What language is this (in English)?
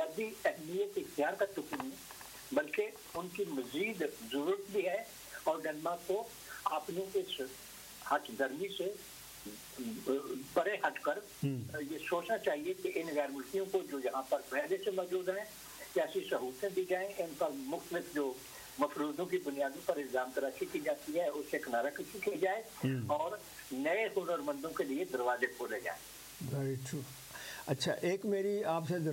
Urdu